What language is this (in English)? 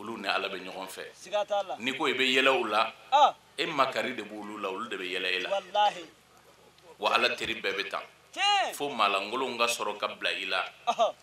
Bambara